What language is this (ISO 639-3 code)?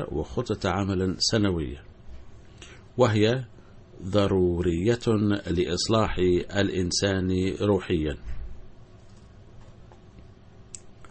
ara